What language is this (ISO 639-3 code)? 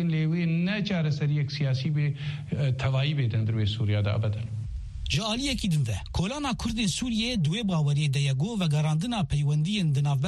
kur